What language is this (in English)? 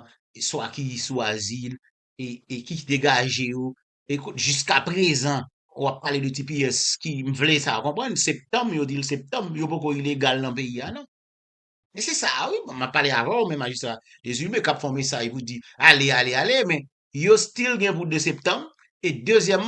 Haitian Creole